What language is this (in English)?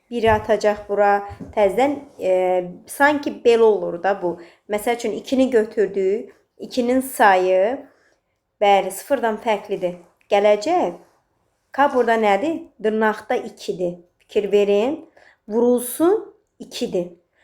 Azerbaijani